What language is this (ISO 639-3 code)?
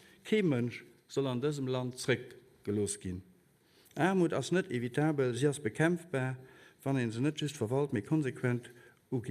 ltz